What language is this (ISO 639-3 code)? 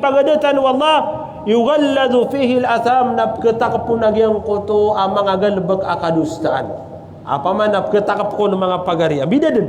mrw